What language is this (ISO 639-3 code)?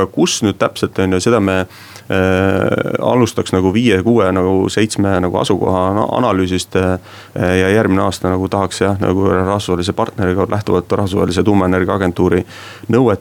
est